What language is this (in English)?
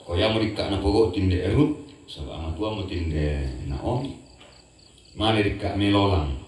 Toraja-Sa'dan